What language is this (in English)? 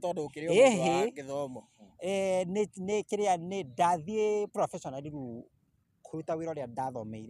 Kikuyu